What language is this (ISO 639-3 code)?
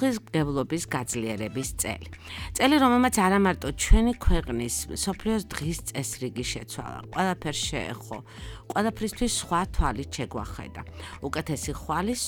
kat